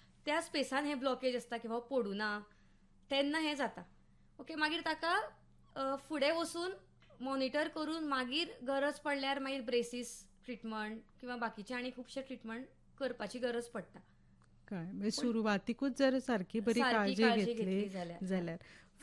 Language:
Konkani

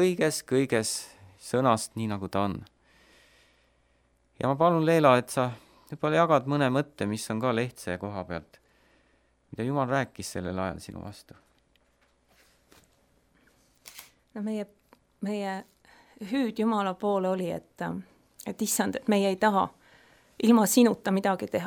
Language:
Estonian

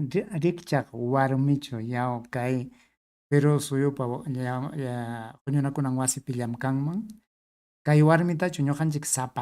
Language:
Ayacucho Quechua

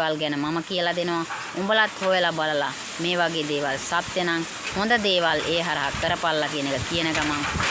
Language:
Sinhala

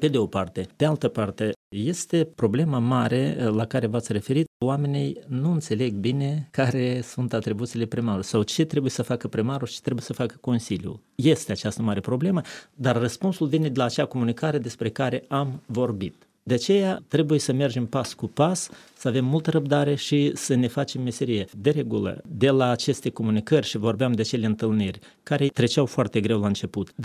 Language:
Romanian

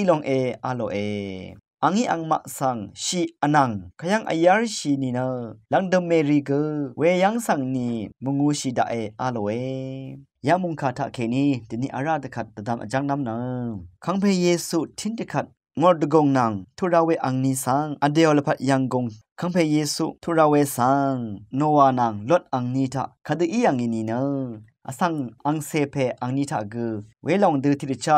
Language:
Rawang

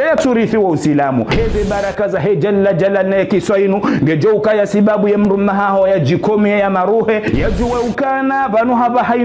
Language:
Ngazidja Comorian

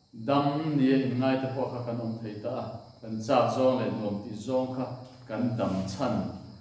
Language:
Mizo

